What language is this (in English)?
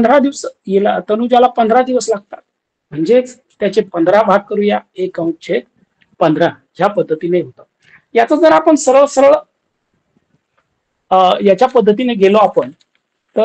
Marathi